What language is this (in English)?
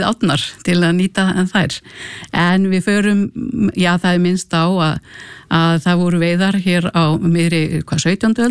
Icelandic